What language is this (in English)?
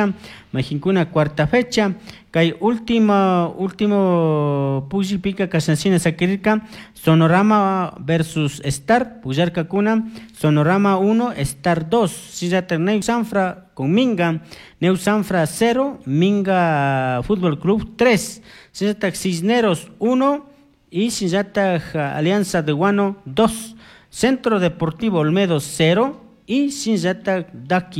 Chimborazo Highland Quichua